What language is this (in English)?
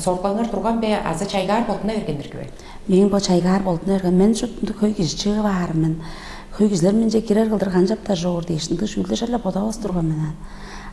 Tuvinian